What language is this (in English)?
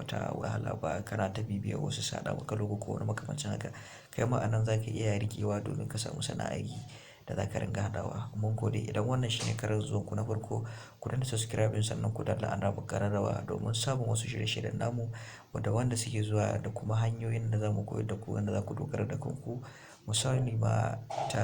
Hausa